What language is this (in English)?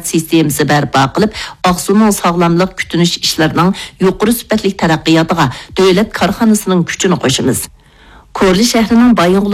Uyghur